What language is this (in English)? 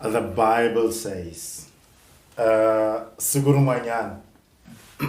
Tsonga